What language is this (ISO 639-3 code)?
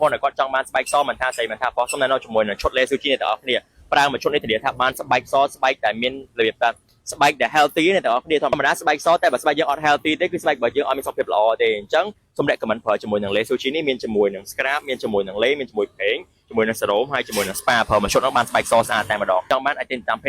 khm